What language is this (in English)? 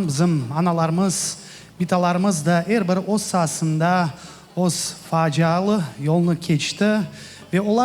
Crimean Tatar